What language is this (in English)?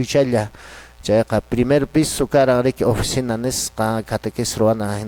Quechua